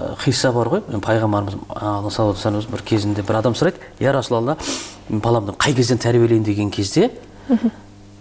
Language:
Kazakh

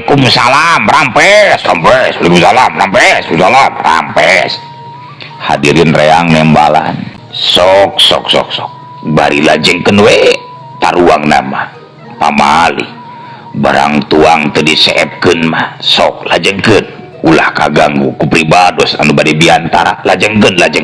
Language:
Sundanese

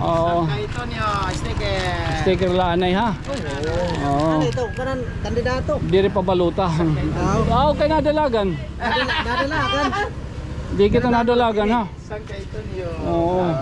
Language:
Waray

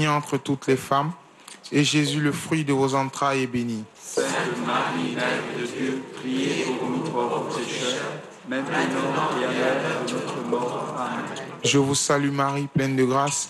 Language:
French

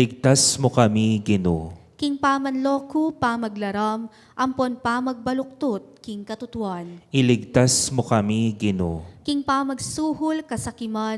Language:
Pampanga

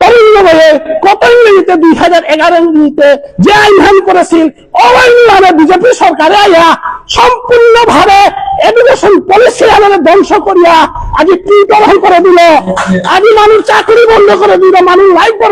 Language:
Bishnupriya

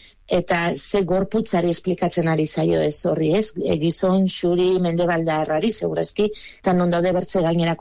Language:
Basque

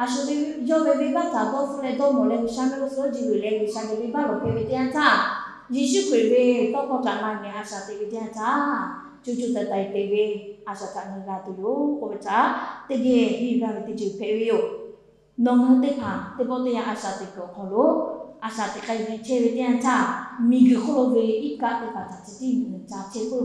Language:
Lahu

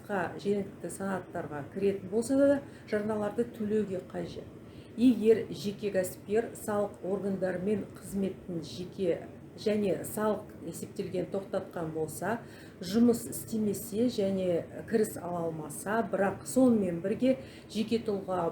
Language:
Kazakh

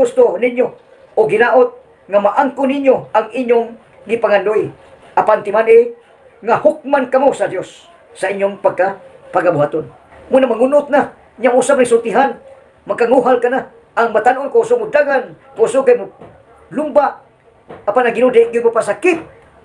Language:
Cebuano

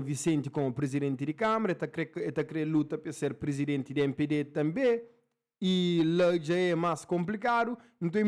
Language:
Kabuverdianu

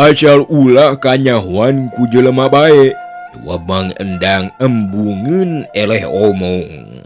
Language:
Sundanese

